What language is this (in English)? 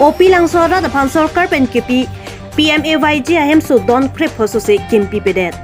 Karbi